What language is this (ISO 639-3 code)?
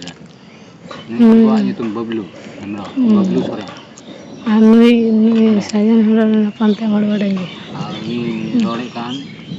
sat